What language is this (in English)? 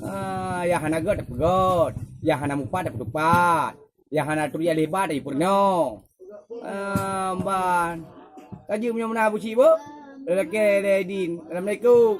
Achinese